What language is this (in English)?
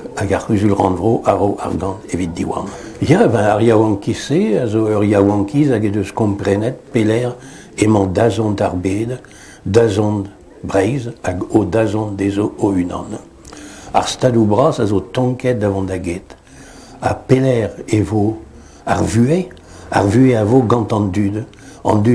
Breton